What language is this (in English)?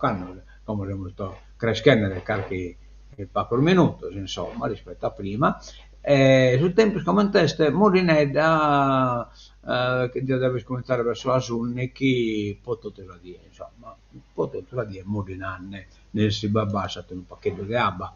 Sardinian